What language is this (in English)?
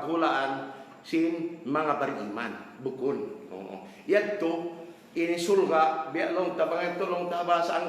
Tausug